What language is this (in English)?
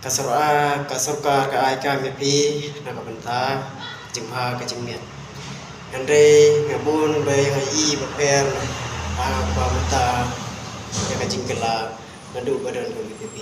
Khasi